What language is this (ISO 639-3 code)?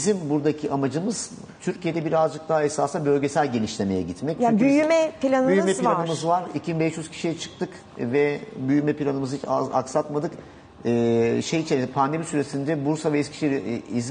tur